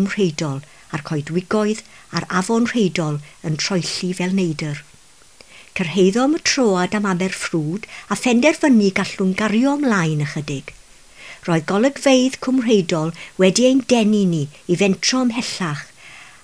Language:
Welsh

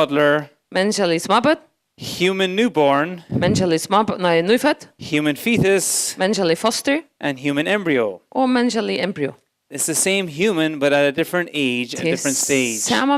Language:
Faroese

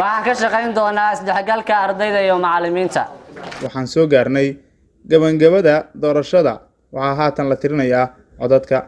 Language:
Somali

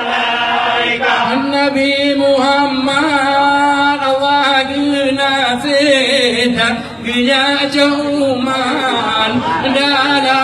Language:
Achinese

